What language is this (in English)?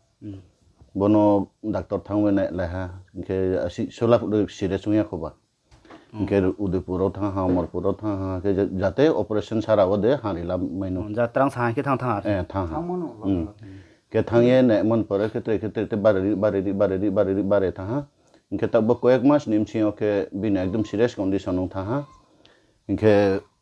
Riang (India)